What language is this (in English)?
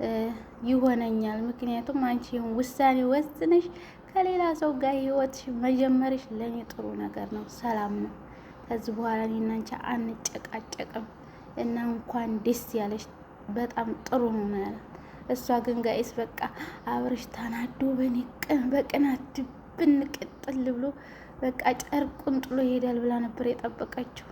Amharic